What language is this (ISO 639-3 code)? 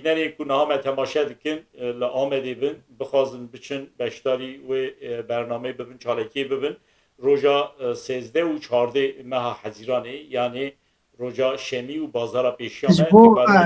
kur